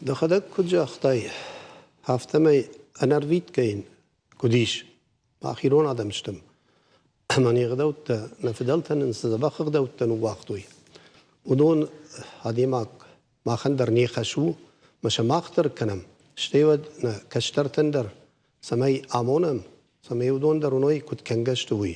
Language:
Ossetic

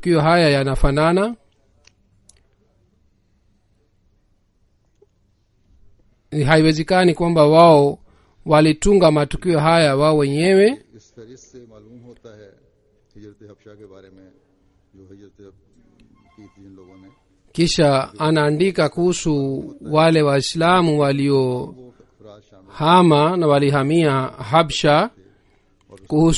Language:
Swahili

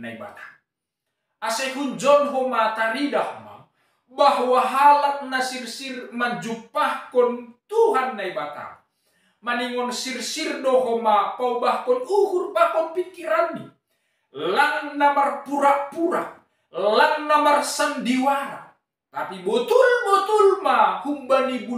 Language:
Batak Simalungun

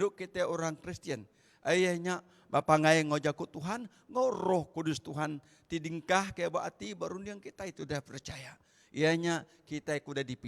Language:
Iban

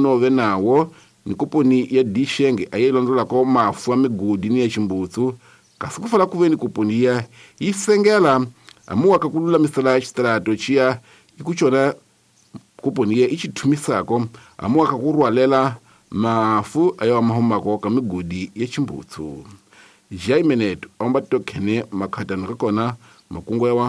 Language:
Tsonga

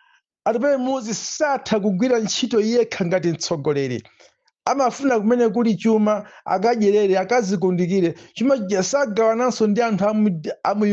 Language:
Nyanja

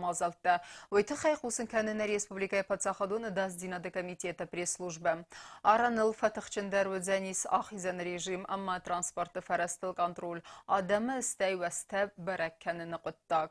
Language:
Ossetic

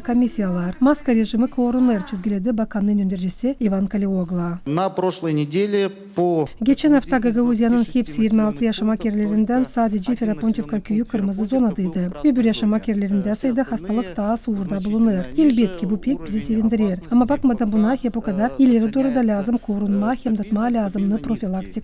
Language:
Gagauz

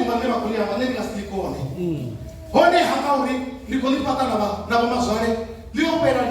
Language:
Venda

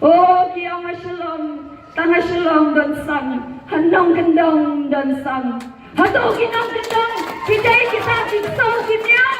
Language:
Khasi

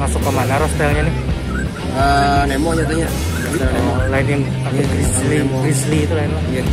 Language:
Banjar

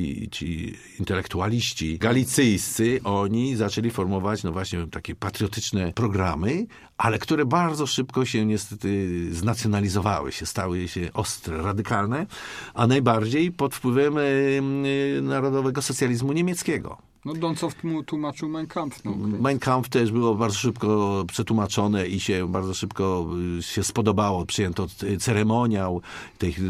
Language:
Polish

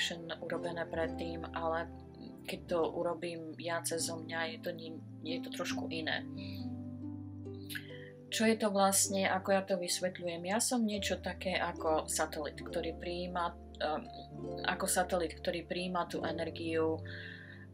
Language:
Slovak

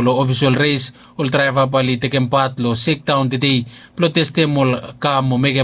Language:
Bislama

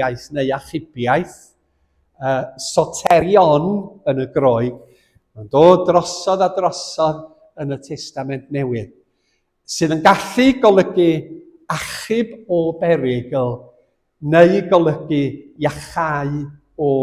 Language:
Welsh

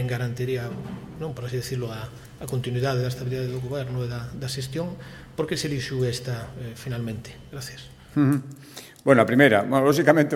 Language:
Galician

